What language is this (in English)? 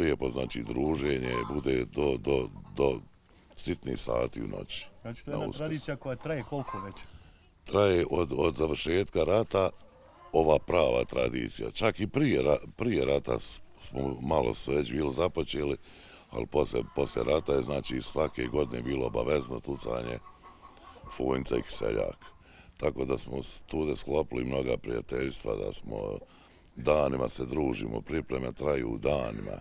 Bosnian